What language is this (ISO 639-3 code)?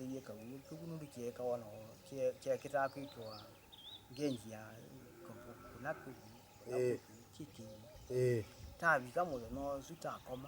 kam